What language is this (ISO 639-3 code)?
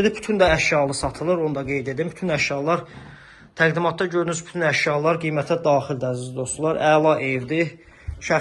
aze